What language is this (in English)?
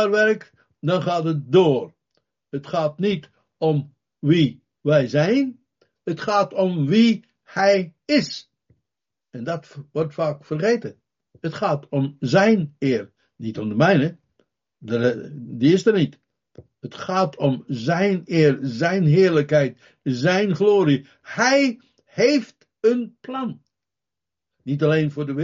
Dutch